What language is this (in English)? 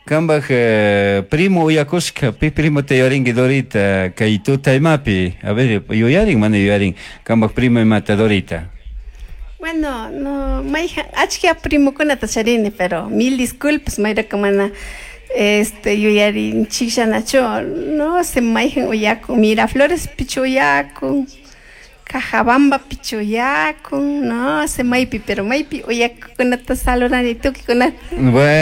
Chimborazo Highland Quichua